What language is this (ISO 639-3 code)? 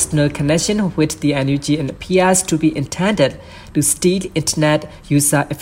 mya